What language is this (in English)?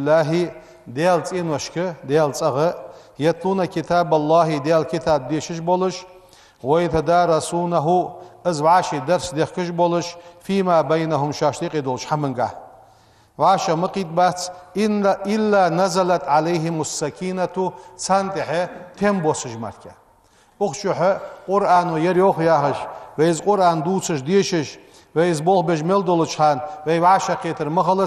Ingush